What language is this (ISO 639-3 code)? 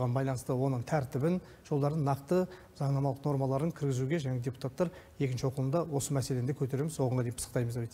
kaz